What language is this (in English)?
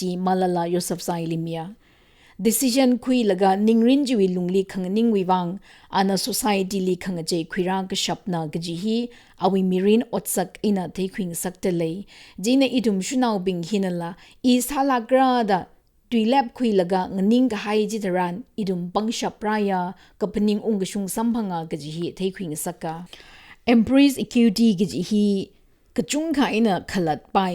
Tangkhul Naga (India)